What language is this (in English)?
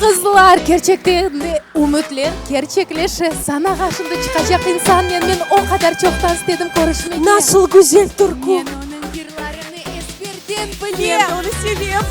Crimean Tatar